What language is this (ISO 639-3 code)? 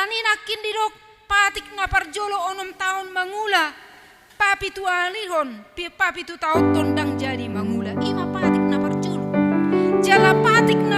bbc